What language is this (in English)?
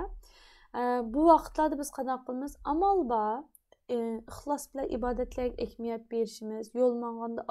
Uyghur